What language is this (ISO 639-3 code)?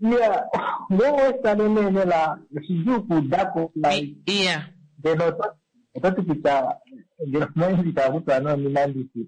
kua